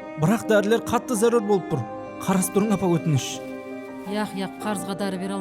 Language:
Kara-Kalpak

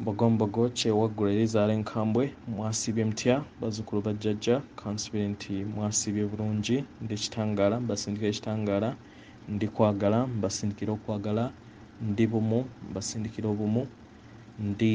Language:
Ganda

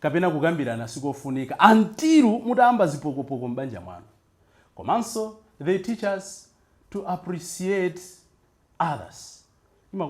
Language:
Nyanja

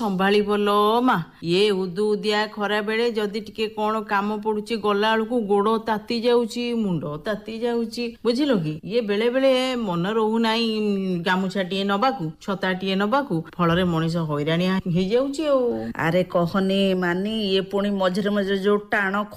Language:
Odia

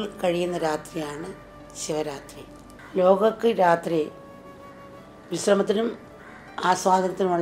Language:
Malayalam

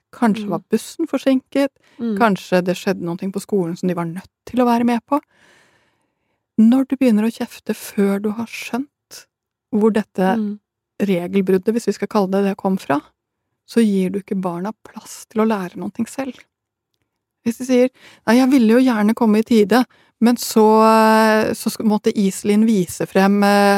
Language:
Norwegian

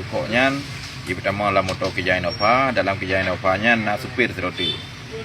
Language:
Achinese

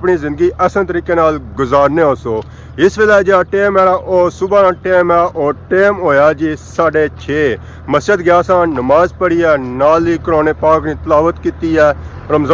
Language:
Pahari-Potwari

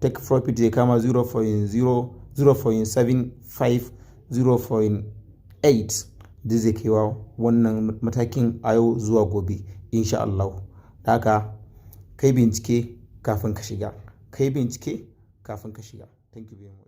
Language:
Hausa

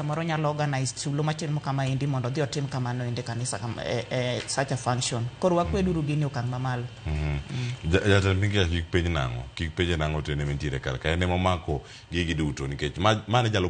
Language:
Luo (Kenya and Tanzania)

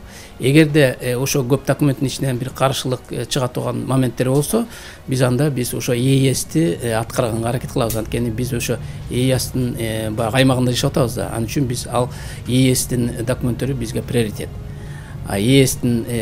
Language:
Kyrgyz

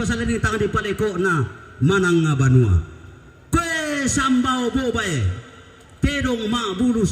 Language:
Toraja-Sa'dan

